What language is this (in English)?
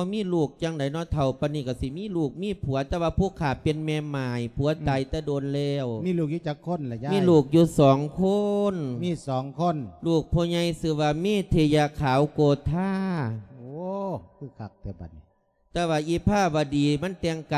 Lao